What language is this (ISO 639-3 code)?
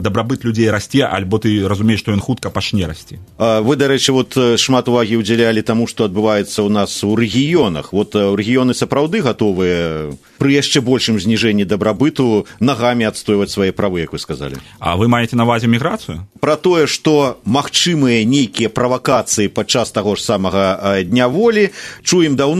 bel